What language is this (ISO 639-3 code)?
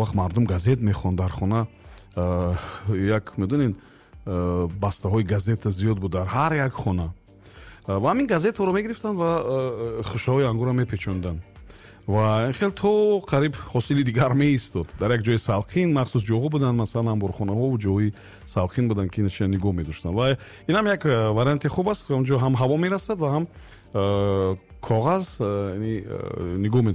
tgk